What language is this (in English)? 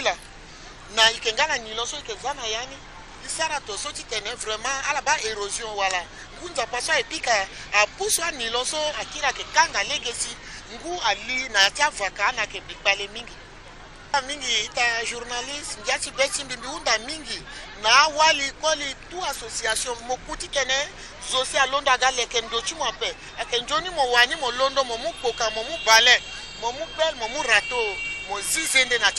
Sango